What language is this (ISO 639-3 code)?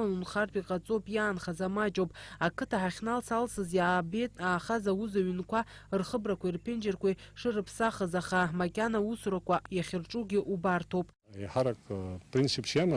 abk